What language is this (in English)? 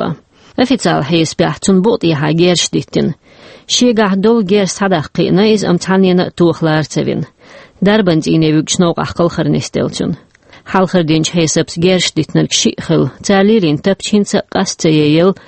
Chechen